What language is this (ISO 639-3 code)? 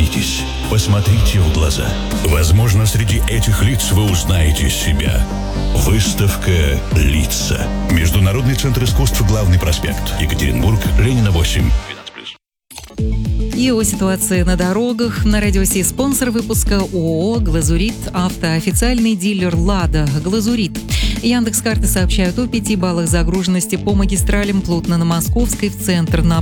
rus